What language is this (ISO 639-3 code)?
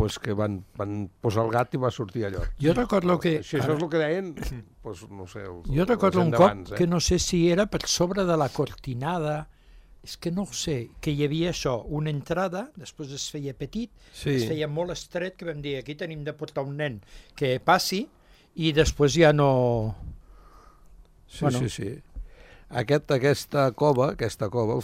cat